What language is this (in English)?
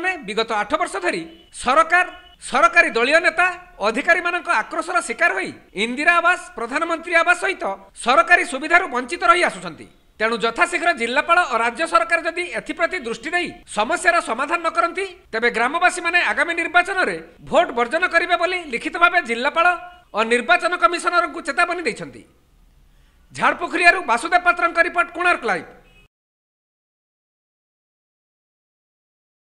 Odia